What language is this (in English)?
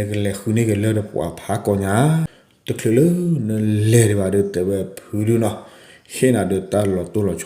S'gaw Karen